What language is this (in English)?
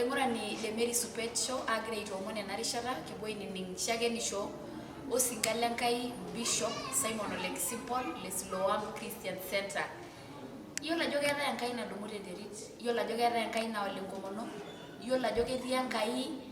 Masai